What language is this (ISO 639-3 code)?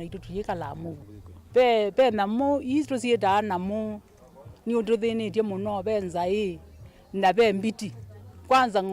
kam